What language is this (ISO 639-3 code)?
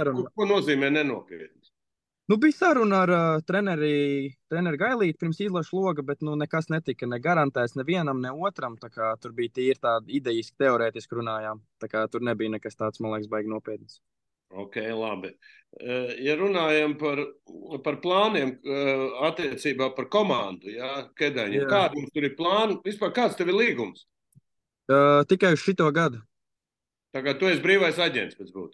lav